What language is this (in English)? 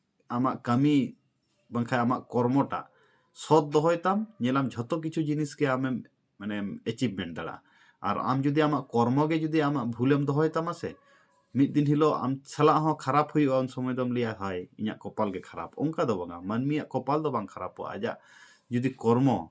Santali